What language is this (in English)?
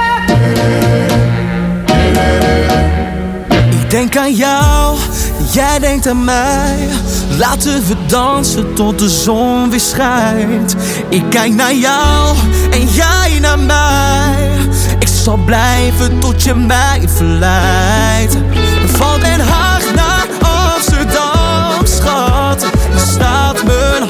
Dutch